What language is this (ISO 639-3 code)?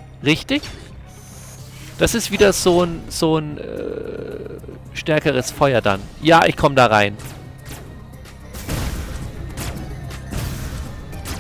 deu